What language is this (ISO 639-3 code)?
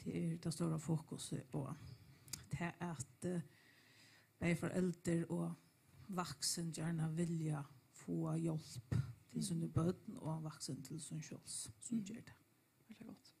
fao